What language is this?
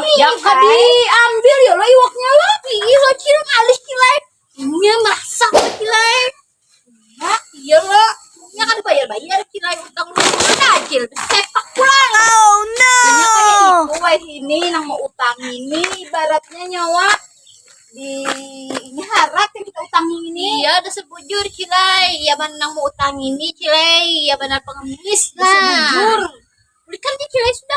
Banjar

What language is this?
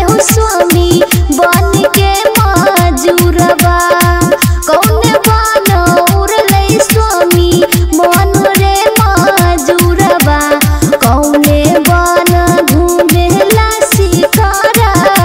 Bhojpuri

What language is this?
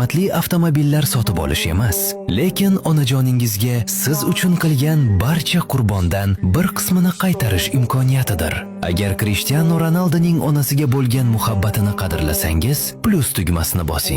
Uzbek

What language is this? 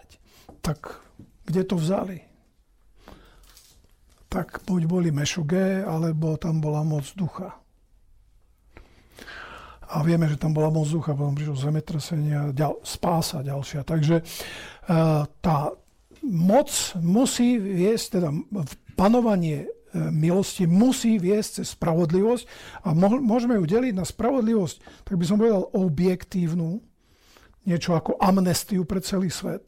Slovak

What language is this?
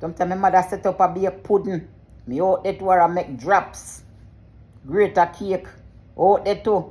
Jamaican Creole English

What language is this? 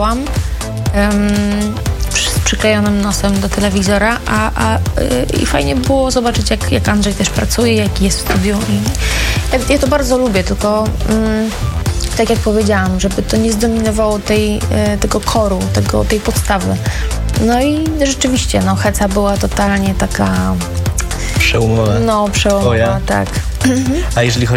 Polish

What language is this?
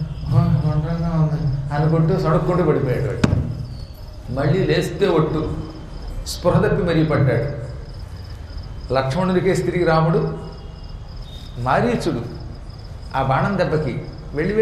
Telugu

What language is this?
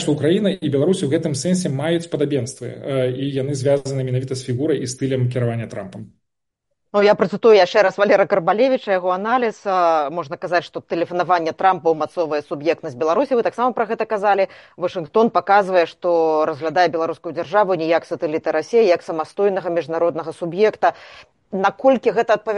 Belarusian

